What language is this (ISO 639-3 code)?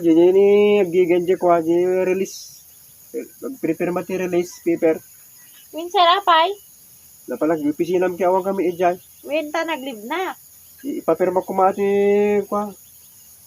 ilo